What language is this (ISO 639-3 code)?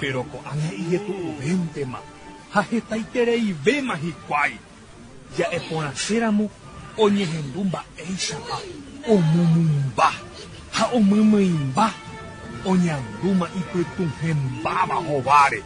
grn